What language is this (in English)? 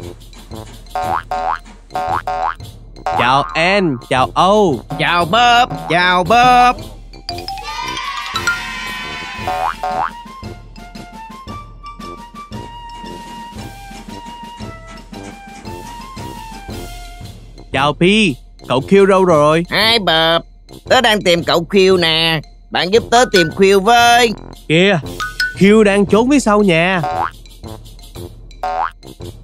Vietnamese